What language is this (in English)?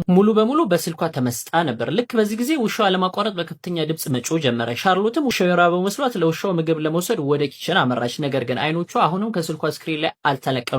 Amharic